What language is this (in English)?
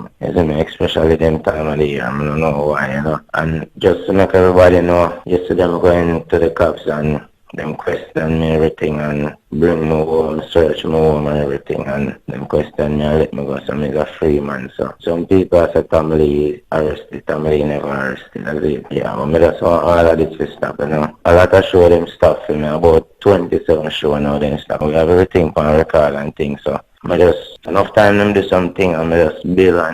Jamaican Creole English